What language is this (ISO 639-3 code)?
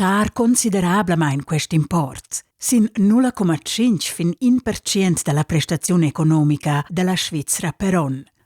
roh